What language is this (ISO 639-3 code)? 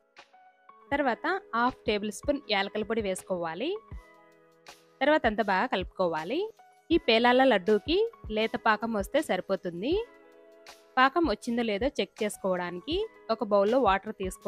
tel